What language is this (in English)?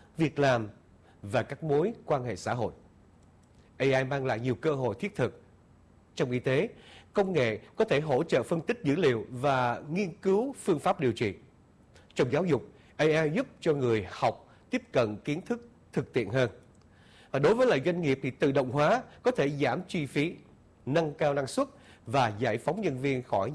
Vietnamese